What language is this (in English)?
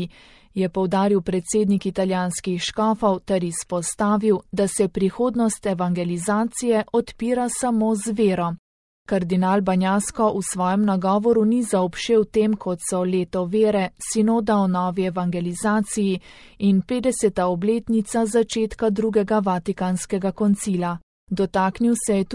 Slovenian